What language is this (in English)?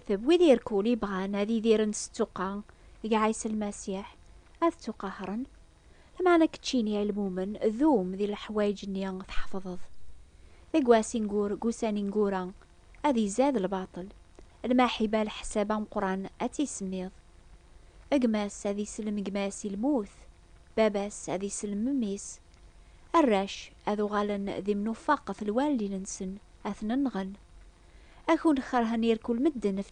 Kabyle